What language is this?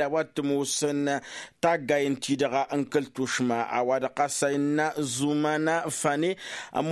Tamasheq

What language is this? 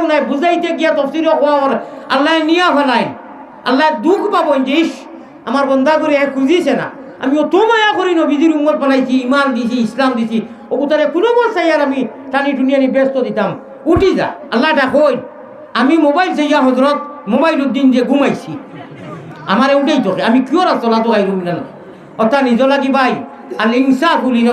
Sylheti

